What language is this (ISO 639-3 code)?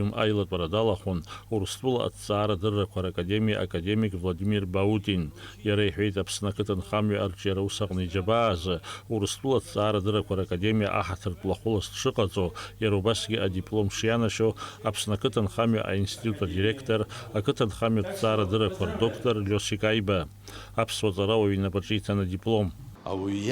abk